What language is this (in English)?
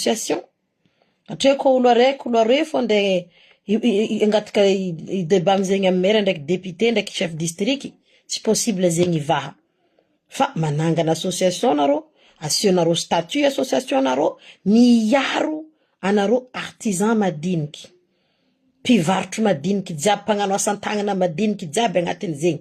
Malagasy